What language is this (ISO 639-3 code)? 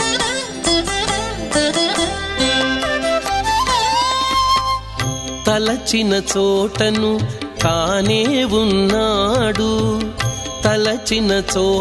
tel